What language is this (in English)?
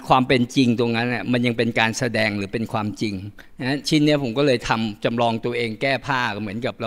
Thai